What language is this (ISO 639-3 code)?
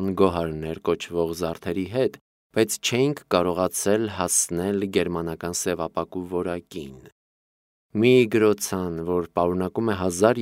hye